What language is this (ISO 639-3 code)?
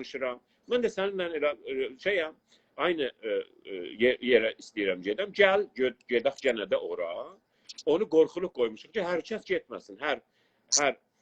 azb